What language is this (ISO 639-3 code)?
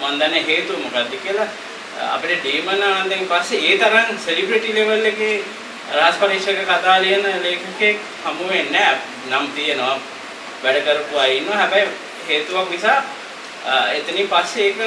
sin